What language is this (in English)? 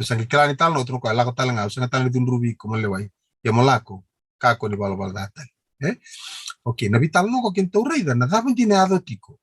Fijian